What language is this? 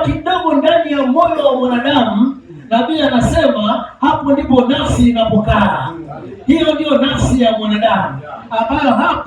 Swahili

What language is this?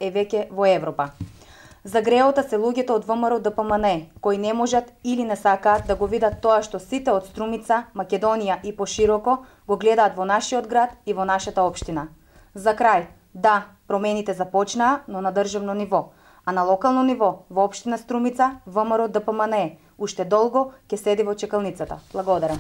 Macedonian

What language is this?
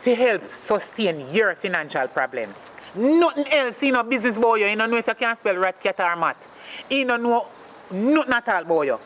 Jamaican Creole English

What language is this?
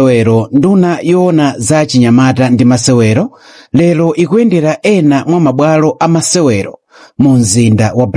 Nyanja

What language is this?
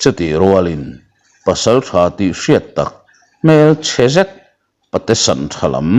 Mizo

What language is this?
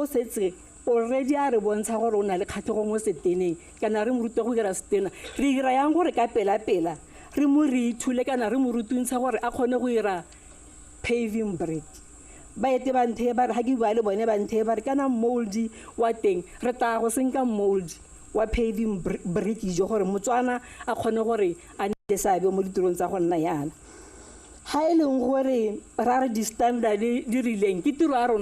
Tswana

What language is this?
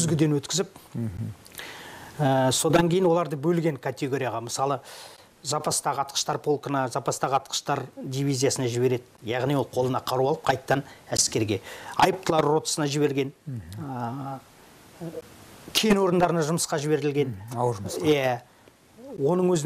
Kazakh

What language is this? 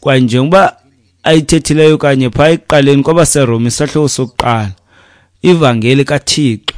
Xhosa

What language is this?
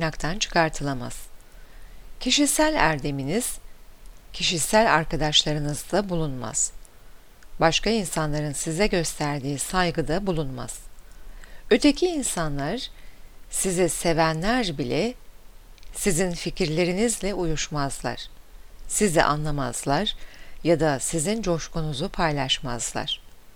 Turkish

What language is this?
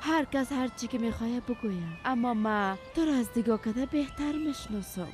Persian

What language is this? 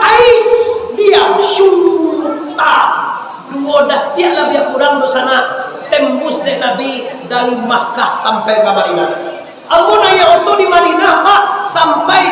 Minangkabau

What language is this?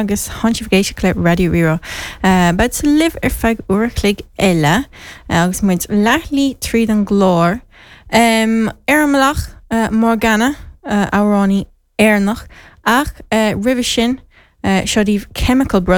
Irish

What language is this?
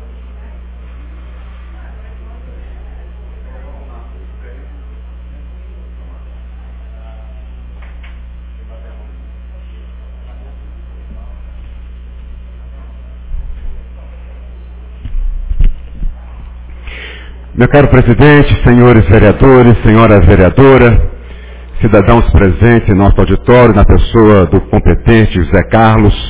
Portuguese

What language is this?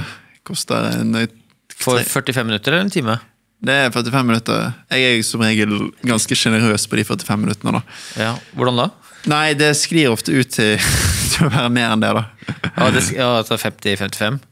Norwegian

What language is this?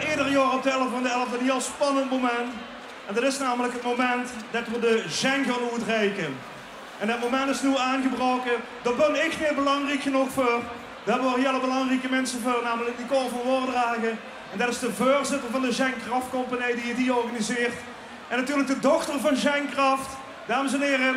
Limburgish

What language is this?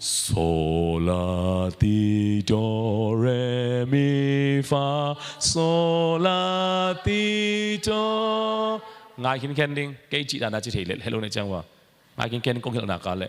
Tedim Chin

